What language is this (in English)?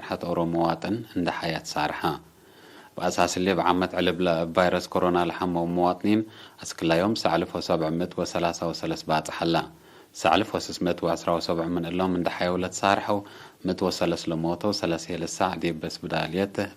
Tigre